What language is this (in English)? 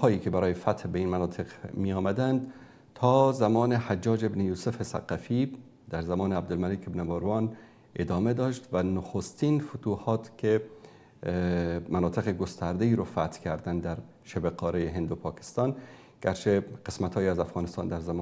Persian